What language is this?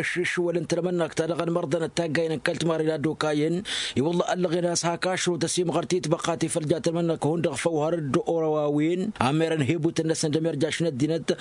Tamasheq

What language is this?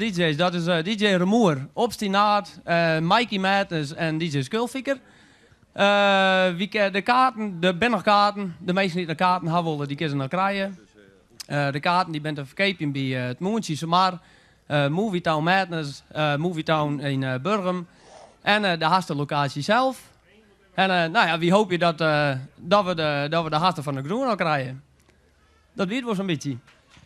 Western Frisian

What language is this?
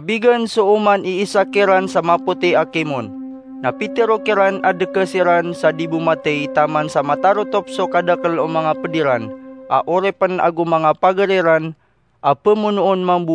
Maranao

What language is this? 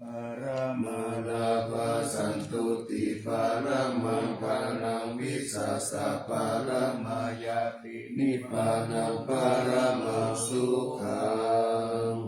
Pali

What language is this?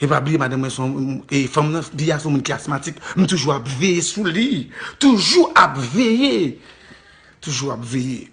Haitian Creole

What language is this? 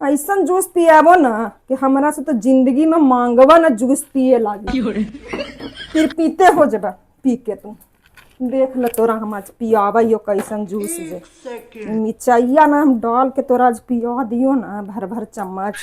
Magahi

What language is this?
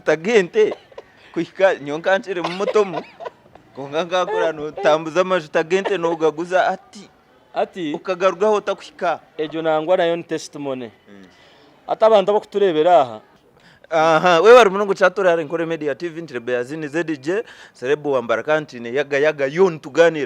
Nyankole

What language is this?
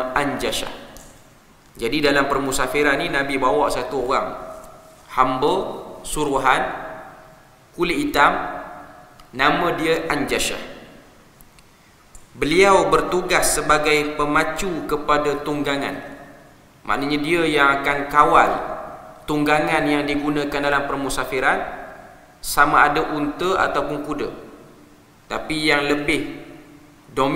Malay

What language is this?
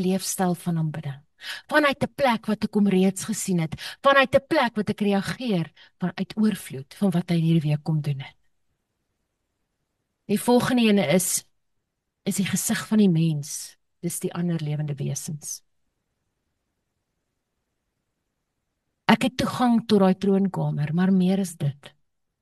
Afrikaans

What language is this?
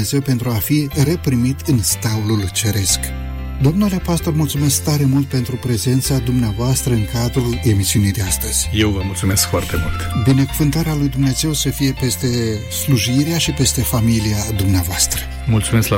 Romanian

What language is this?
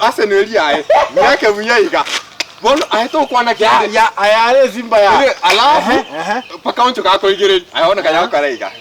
Gusii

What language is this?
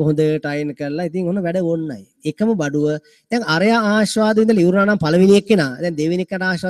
Sinhala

